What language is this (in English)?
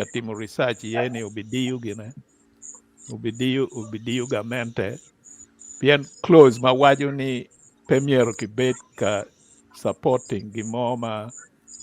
Acoli